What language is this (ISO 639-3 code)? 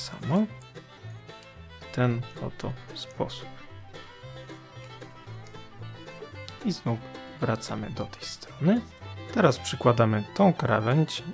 pol